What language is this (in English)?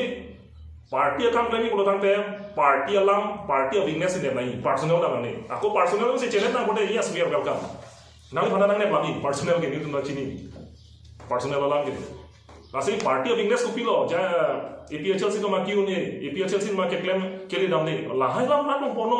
Karbi